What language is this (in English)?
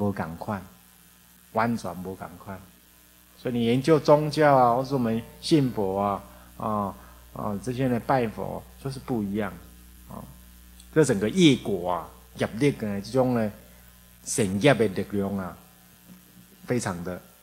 Chinese